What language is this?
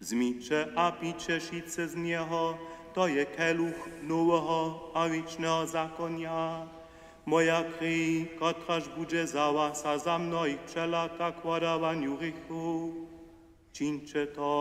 Upper Sorbian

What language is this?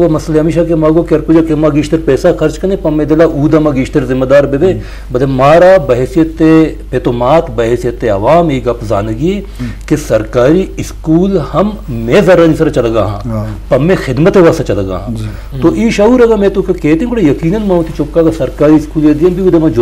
Eastern Balochi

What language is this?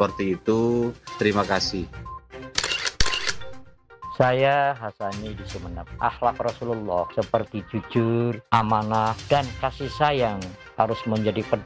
Indonesian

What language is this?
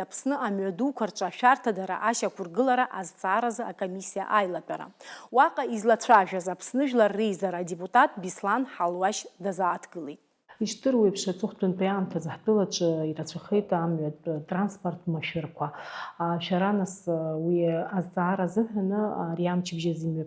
Abkhazian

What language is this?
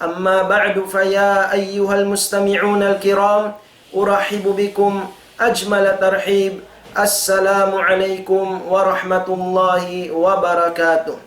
Tausug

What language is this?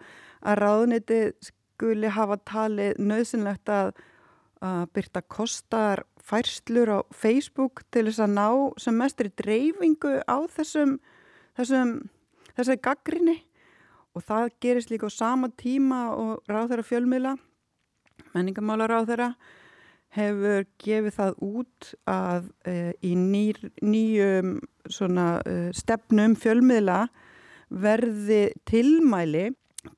Icelandic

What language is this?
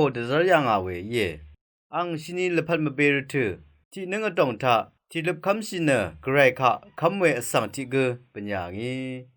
Rawang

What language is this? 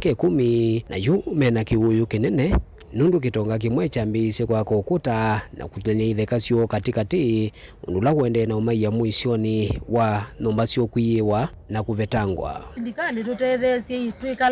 Kamba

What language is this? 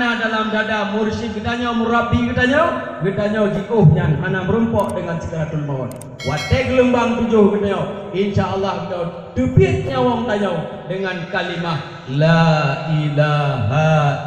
Achinese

